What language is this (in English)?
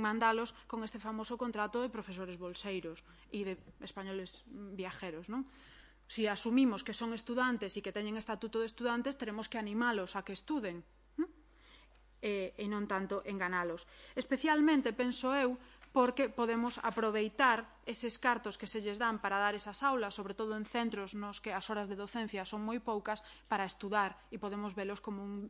Galician